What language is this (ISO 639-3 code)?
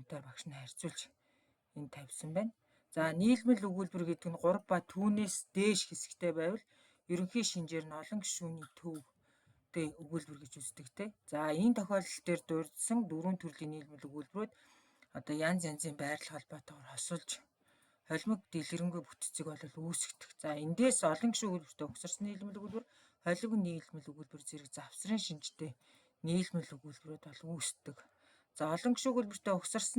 mon